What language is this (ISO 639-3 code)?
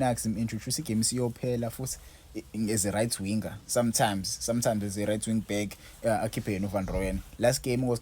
zul